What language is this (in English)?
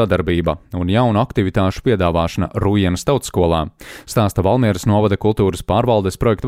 Latvian